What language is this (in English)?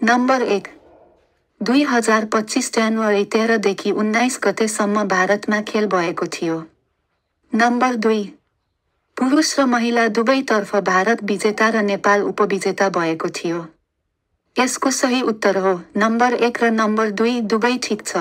Nepali